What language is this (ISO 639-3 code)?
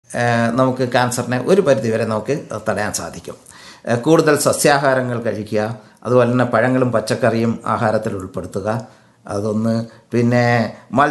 mal